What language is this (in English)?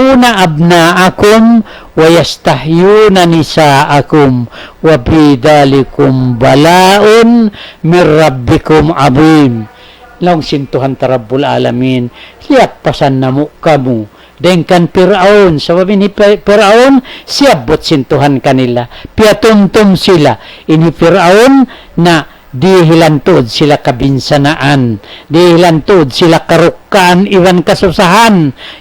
Tausug